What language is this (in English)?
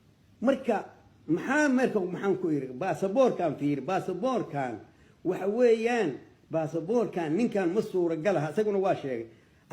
Somali